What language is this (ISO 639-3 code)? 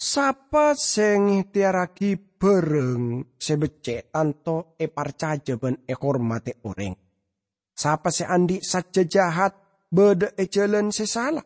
mad